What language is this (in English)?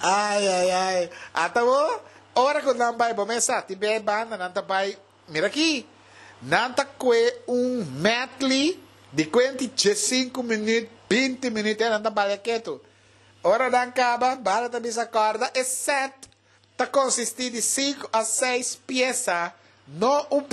Papiamento